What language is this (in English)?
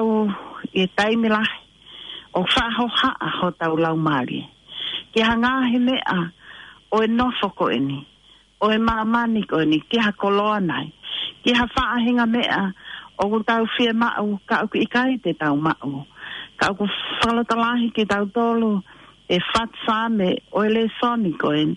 Tongan